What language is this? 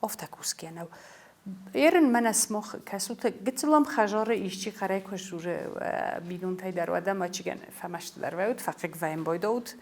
Ossetic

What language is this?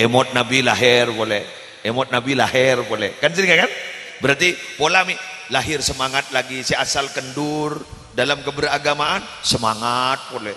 Madurese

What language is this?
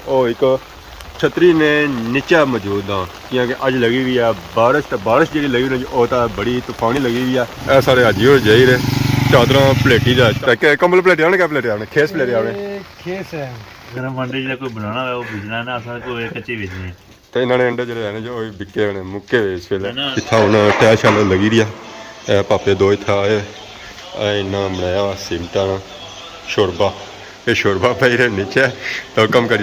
Pahari-Potwari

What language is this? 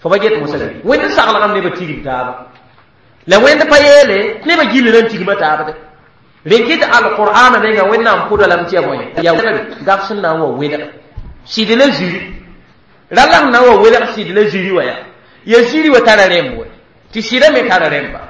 Mossi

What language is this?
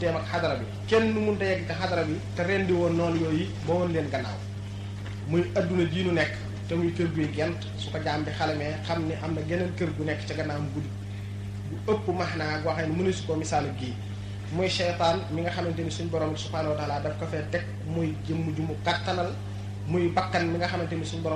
Wolof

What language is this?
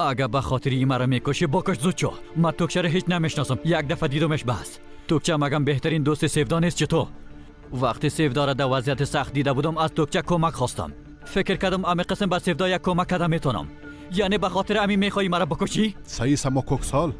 Persian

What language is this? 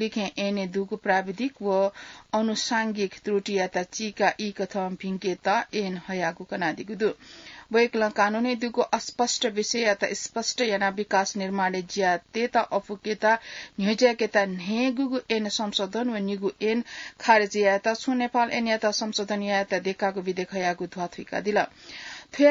Newari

